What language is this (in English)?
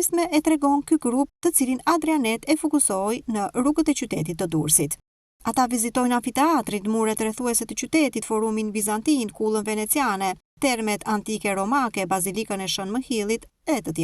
Albanian